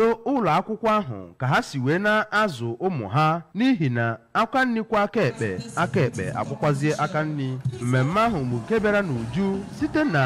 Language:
Igbo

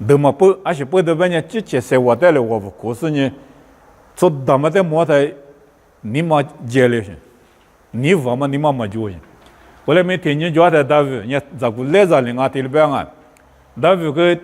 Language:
Lisu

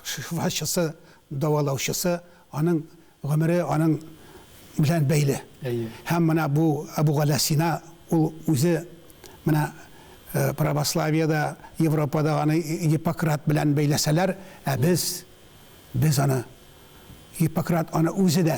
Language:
Tatar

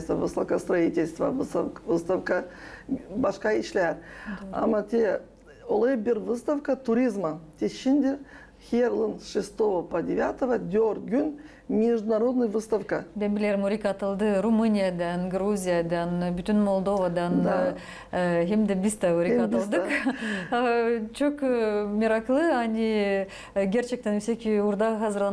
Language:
Gagauz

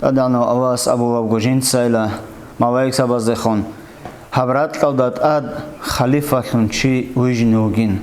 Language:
Avaric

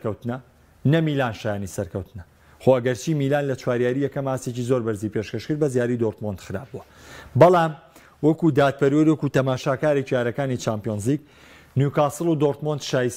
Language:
Central Kurdish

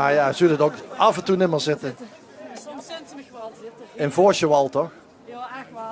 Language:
Limburgish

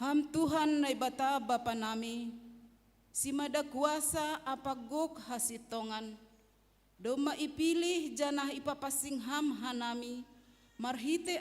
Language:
Batak Simalungun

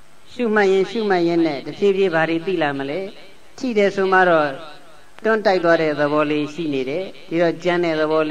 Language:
Burmese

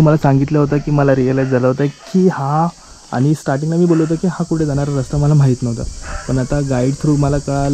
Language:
Marathi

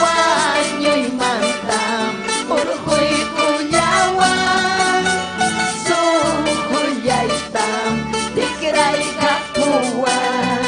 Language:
Ayacucho Quechua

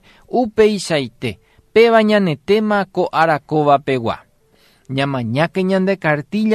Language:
Guarani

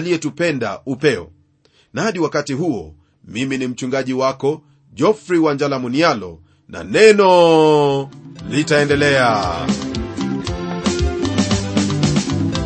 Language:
Swahili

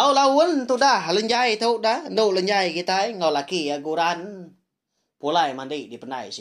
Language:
Iban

